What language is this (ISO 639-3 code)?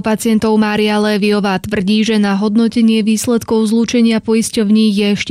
slk